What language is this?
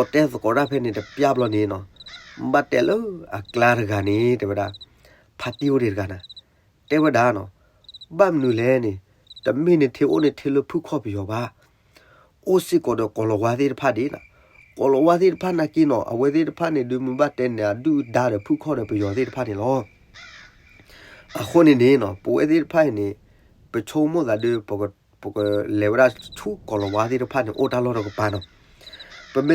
S'gaw Karen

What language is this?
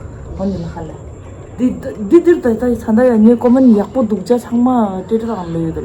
Tibetan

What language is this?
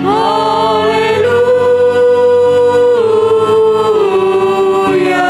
Batak Simalungun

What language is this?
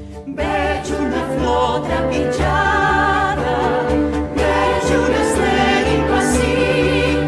Catalan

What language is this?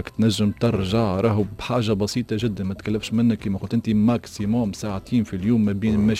Tunisian Arabic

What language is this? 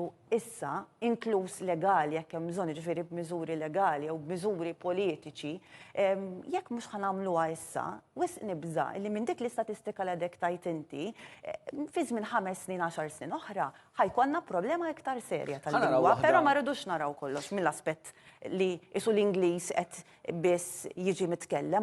Maltese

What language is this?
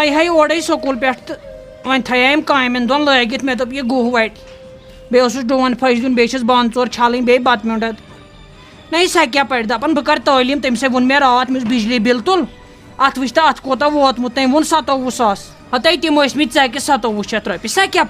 Kashmiri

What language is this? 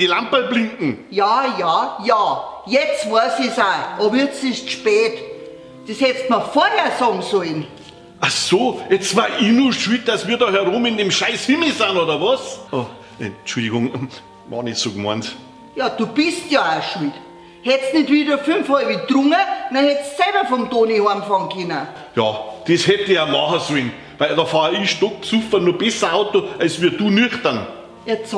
Bavarian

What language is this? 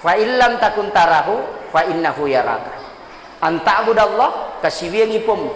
Buginese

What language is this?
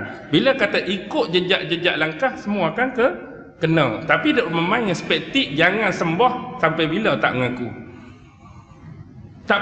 Malay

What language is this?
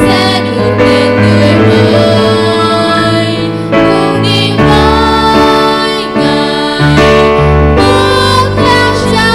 Central Mnong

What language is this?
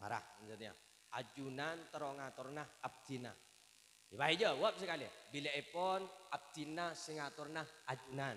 Madurese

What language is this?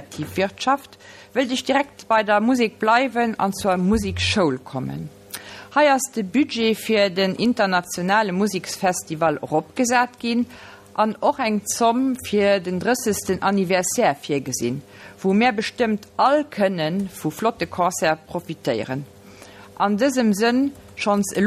Luxembourgish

